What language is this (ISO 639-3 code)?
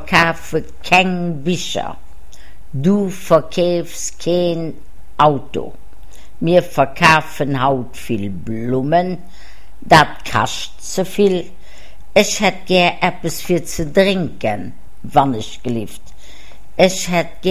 ltz